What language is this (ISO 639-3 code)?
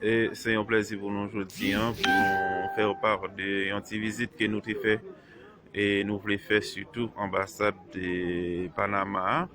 hat